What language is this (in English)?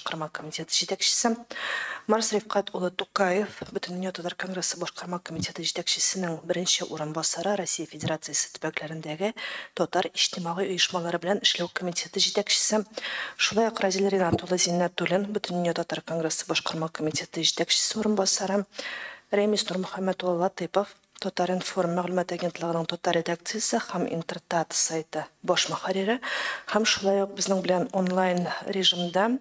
Tatar